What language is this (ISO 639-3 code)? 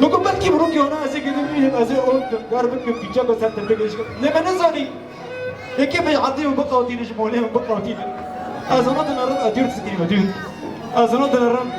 kur